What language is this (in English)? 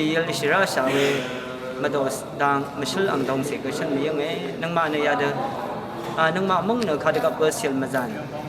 Rawang